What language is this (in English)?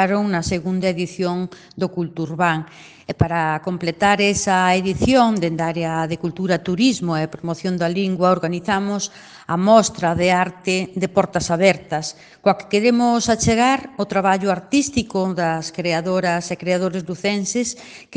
Galician